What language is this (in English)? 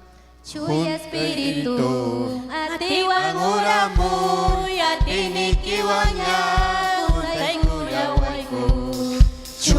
Ayacucho Quechua